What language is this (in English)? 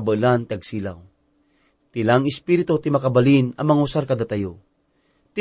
Iloko